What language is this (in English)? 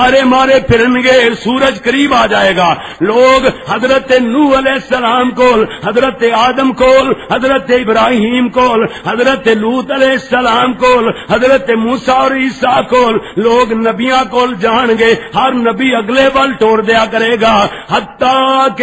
Western Panjabi